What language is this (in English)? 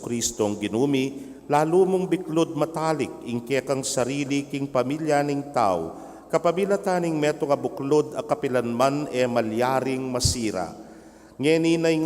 Pampanga